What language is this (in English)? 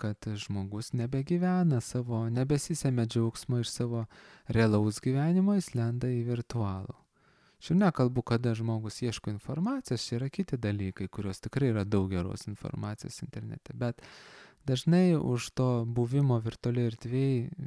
Lithuanian